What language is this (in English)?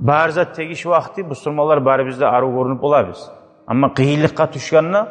Kumyk